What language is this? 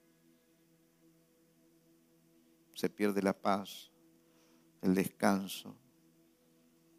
Spanish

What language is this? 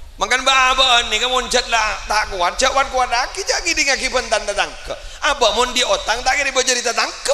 Madurese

